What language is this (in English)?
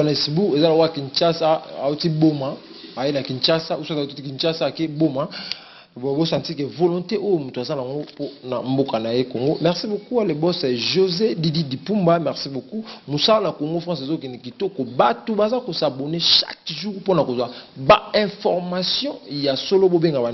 Lingala